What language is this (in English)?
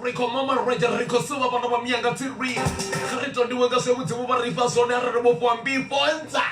Venda